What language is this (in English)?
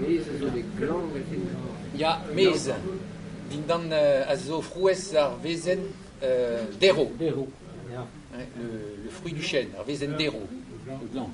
Breton